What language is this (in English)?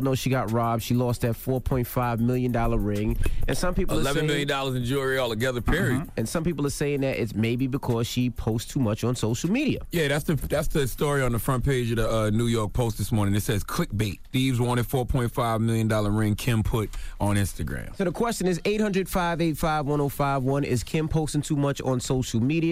English